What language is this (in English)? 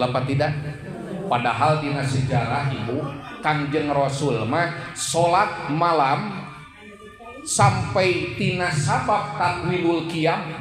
Sundanese